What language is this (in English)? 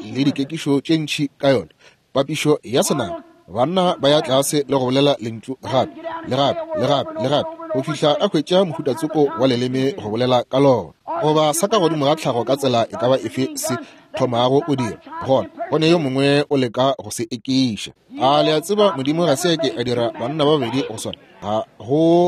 Northern Sotho